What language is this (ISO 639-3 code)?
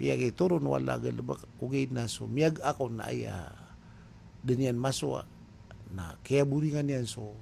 mrw